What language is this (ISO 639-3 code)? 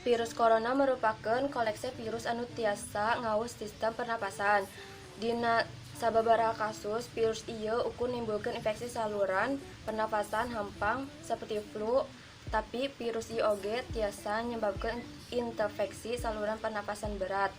sun